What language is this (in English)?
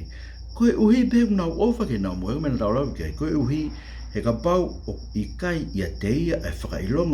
Tongan